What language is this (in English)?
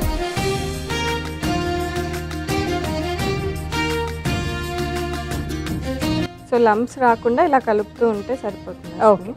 Telugu